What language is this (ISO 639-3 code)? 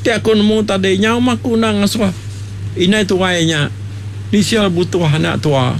iba